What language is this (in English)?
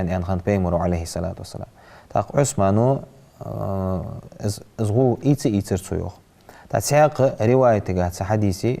Ingush